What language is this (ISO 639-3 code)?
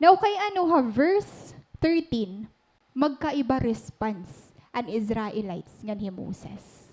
war